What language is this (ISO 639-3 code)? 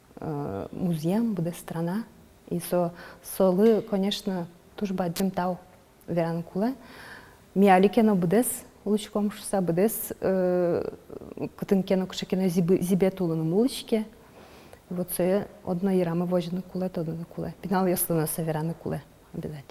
udm